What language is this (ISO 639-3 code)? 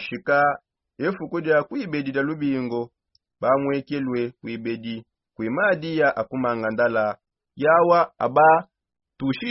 sop